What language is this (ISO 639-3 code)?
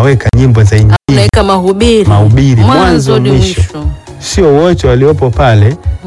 swa